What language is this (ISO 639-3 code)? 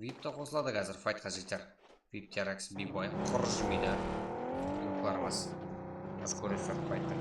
kaa